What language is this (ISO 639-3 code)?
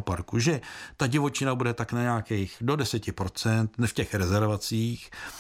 ces